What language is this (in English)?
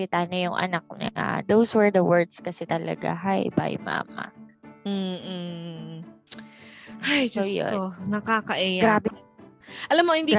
Filipino